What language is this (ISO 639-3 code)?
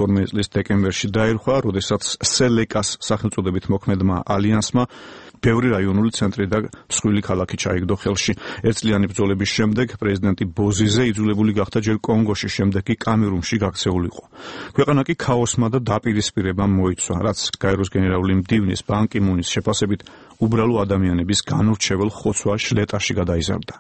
kat